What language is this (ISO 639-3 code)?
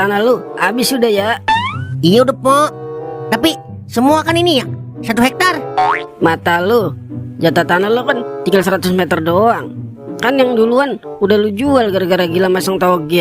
bew